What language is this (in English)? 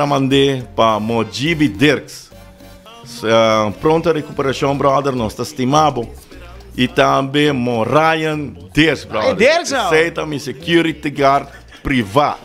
Papiamento